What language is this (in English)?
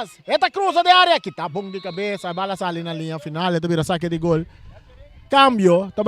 Papiamento